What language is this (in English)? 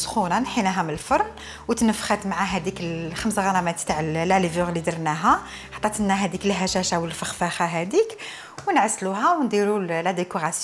Algerian Arabic